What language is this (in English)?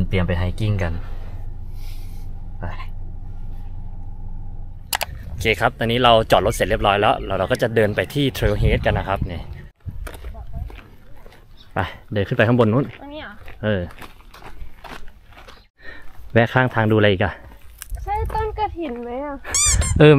Thai